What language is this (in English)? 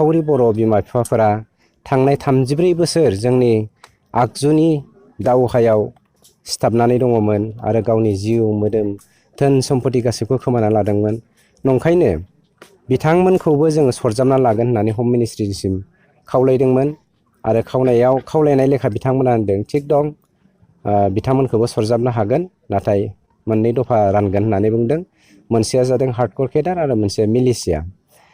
Bodo